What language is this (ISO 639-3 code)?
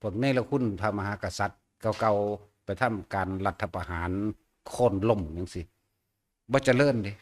tts